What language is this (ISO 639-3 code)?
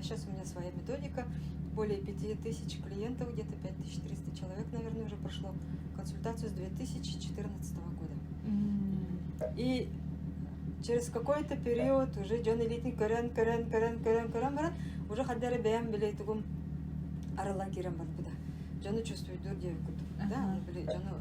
sah